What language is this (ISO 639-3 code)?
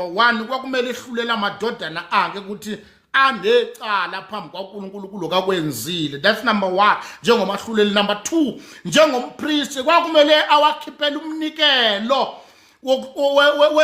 zul